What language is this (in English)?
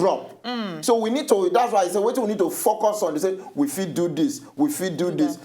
Nigerian Pidgin